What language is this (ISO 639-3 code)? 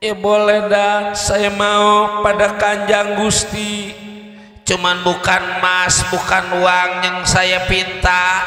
bew